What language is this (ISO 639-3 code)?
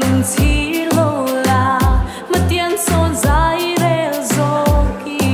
lus